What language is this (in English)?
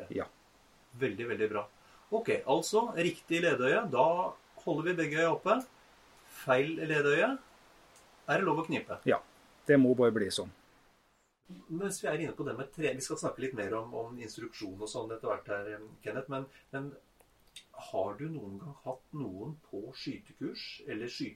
Norwegian